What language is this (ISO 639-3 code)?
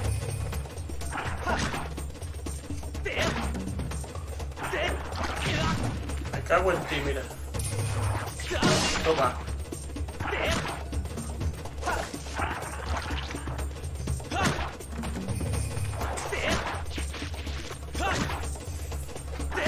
spa